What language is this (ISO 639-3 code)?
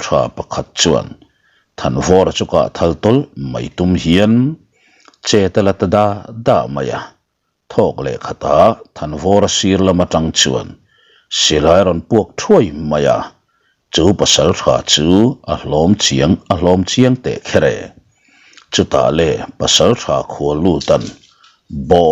lus